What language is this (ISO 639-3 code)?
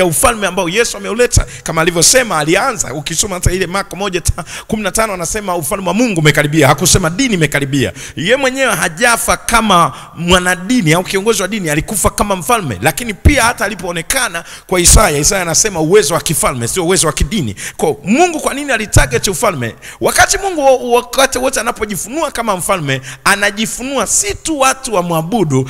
swa